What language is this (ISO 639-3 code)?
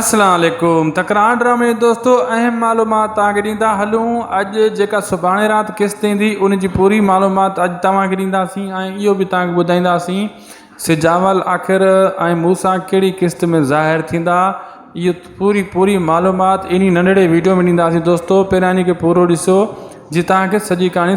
snd